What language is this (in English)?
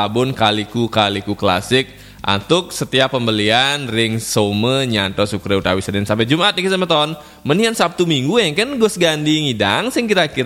Balinese